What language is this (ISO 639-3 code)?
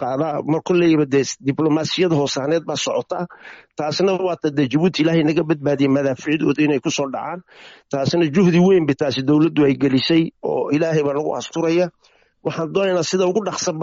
som